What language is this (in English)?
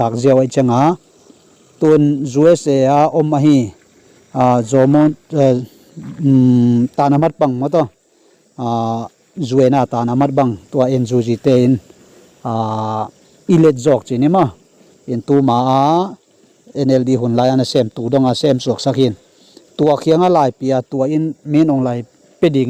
Tedim Chin